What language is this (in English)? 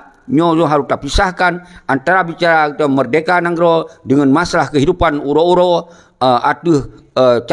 Achinese